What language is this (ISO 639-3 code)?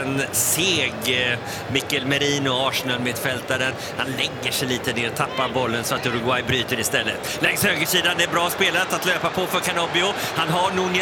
swe